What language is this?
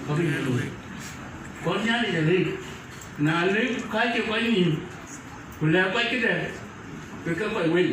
Dinka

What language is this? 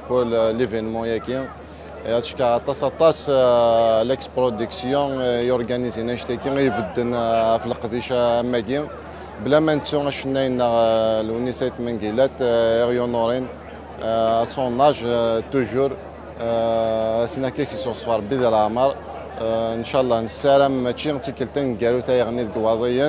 Kabyle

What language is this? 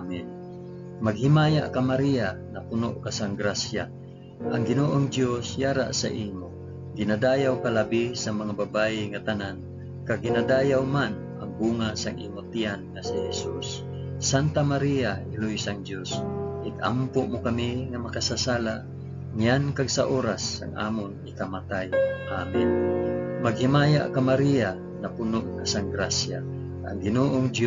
Hiligaynon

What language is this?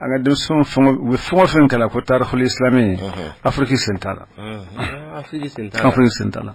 Bambara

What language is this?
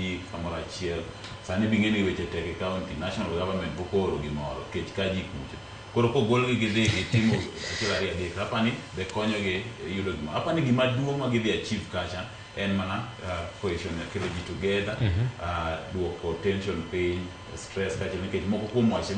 Luo (Kenya and Tanzania)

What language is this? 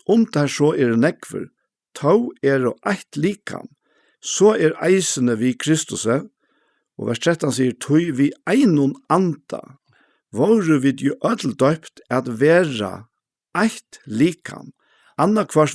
Faroese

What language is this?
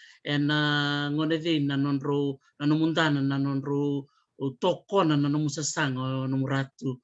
Fijian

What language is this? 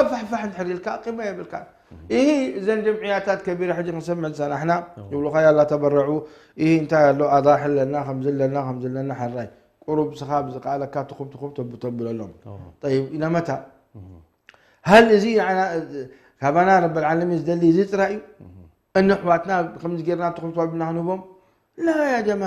Tigrinya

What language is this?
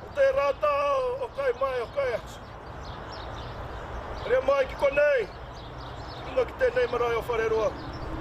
Māori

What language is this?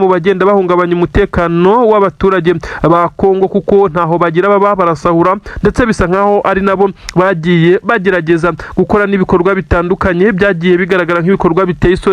Kinyarwanda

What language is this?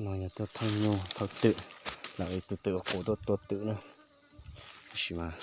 Hmong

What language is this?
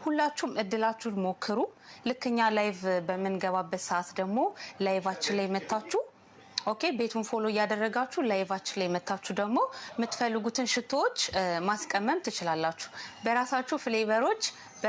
Amharic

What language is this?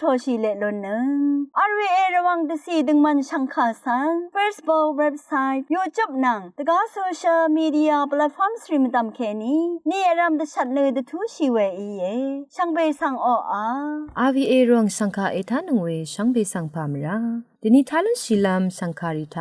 Rawang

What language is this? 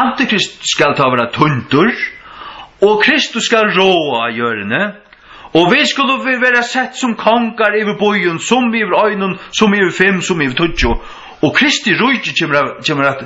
Faroese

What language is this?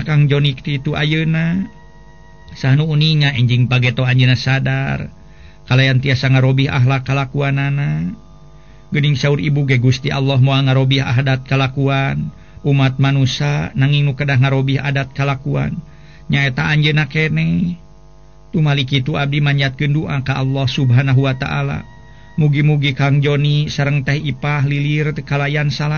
Sundanese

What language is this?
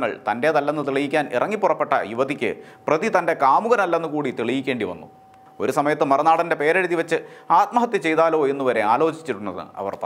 Malayalam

